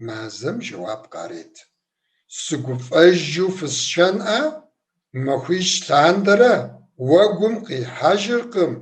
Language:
Kabardian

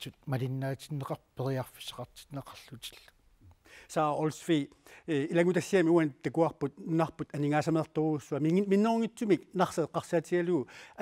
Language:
Kalaallisut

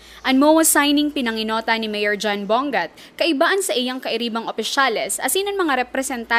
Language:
Bikol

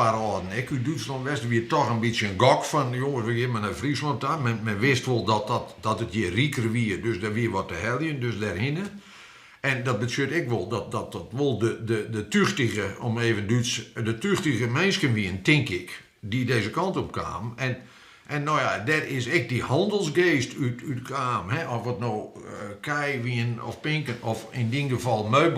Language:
Western Frisian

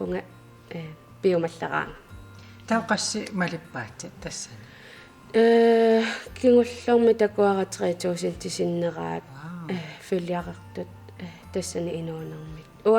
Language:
Kalaallisut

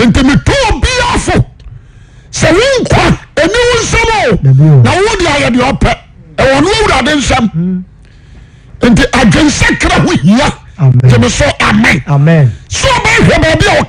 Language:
Akan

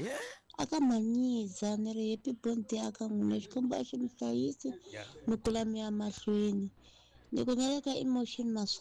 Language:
Tsonga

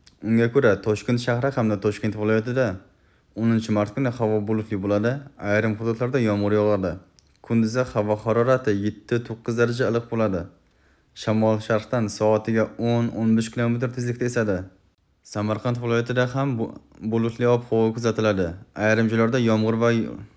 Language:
Uzbek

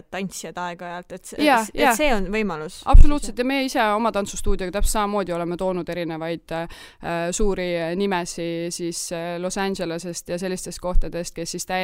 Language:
Estonian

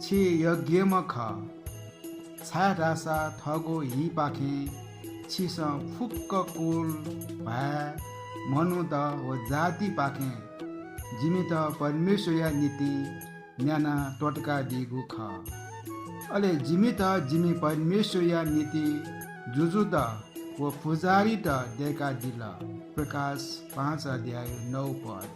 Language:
Newari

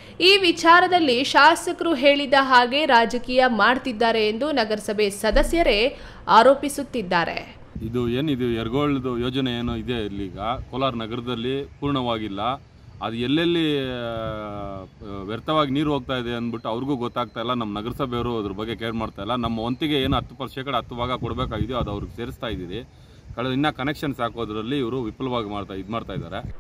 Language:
Kannada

